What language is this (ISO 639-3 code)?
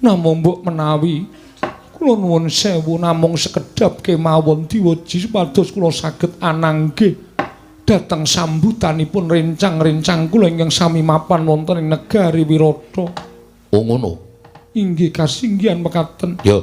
jav